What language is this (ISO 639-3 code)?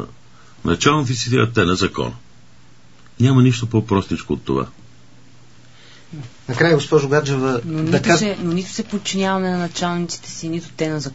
bul